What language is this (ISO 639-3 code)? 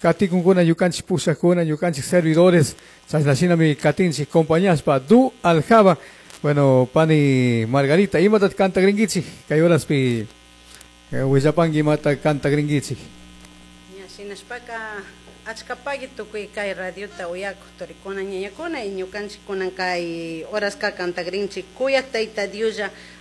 qug